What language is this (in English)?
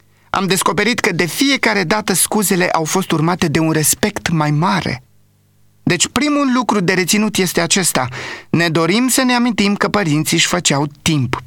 Romanian